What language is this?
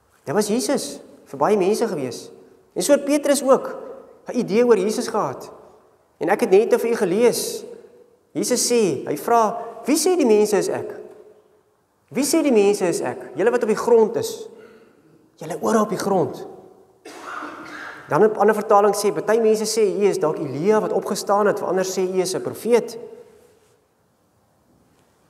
Afrikaans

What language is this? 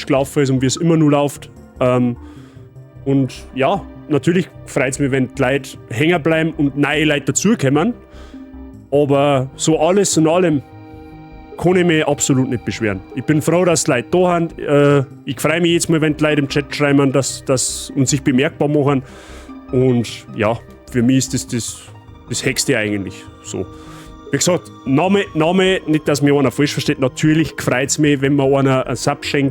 Bavarian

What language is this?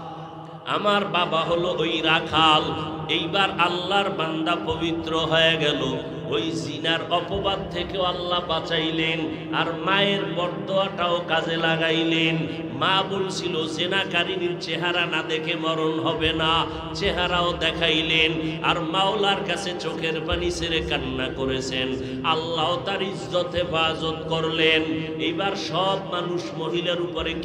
Bangla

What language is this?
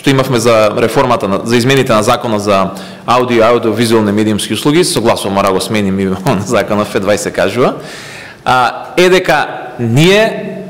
Macedonian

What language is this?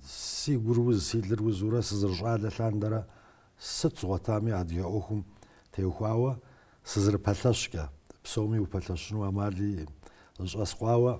Kabardian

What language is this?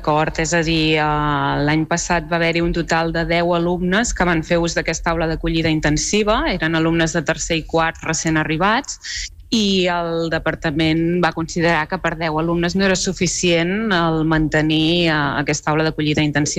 Catalan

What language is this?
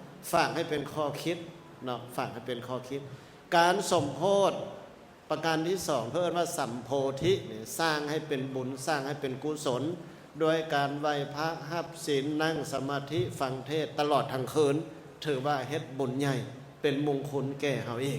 Lao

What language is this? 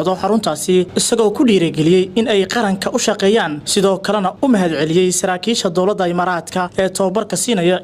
Somali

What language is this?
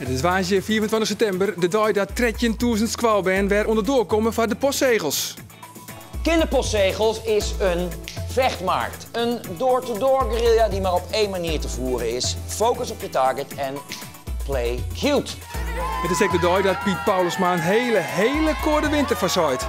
Western Frisian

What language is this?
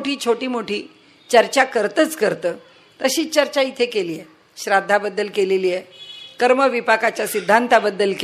Marathi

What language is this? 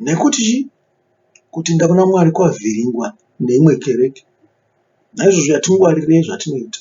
Shona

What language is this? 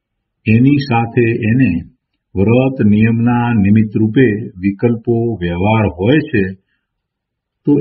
Gujarati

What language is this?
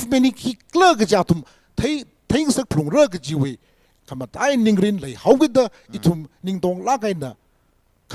Tangkhul Naga (India)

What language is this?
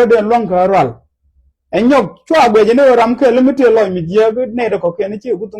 Nuer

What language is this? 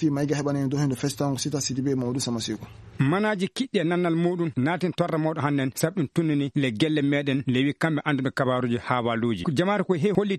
Maasina Fulfulde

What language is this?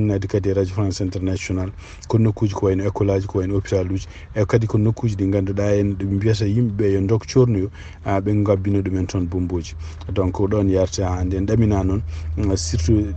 Fula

